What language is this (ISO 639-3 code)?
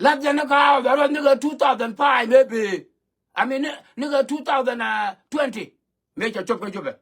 nus